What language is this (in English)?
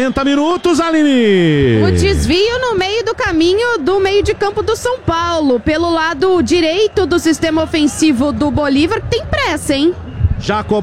Portuguese